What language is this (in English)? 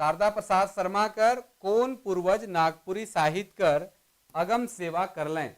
Sadri